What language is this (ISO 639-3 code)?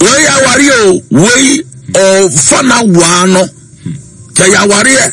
aka